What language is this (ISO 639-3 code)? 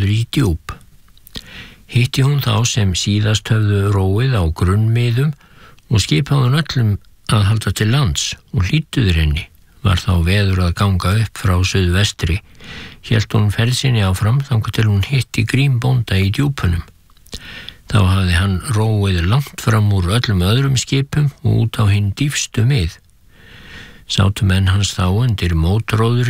isl